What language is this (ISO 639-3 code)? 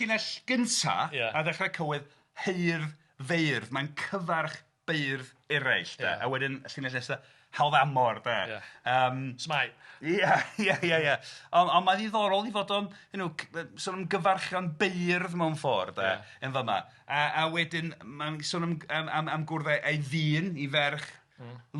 cym